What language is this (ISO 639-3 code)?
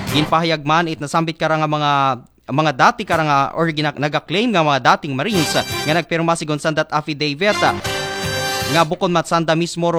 akl